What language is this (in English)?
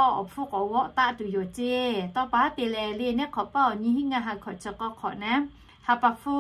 Lahu